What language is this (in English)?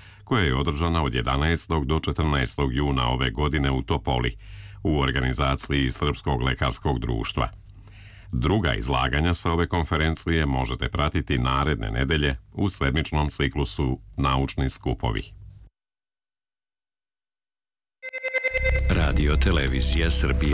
Serbian